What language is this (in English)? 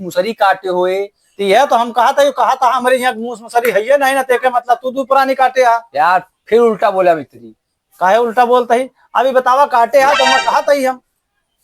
Awadhi